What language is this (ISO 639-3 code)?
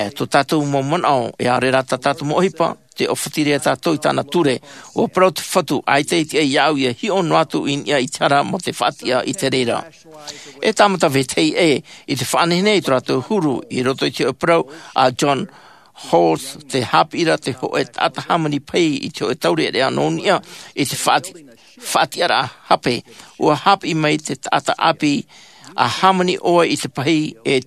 tah